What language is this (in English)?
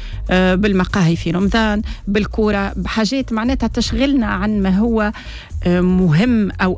Tunisian Arabic